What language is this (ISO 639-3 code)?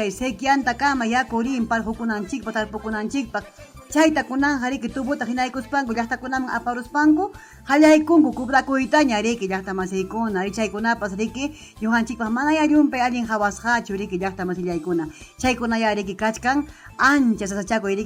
quy